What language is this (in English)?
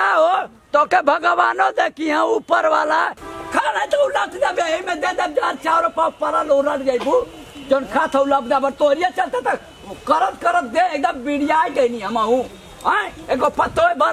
Bhojpuri